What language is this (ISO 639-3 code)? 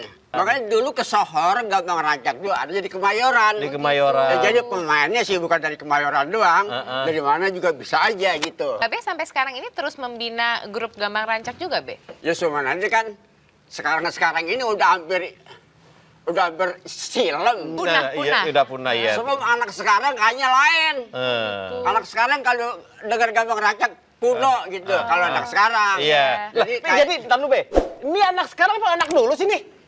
bew